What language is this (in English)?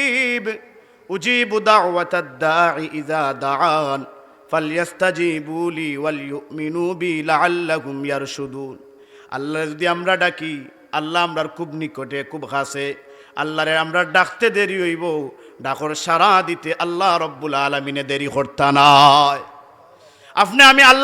Sylheti